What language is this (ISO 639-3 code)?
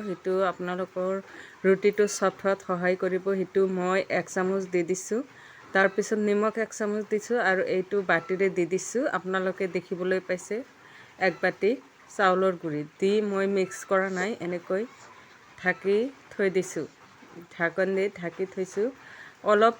asm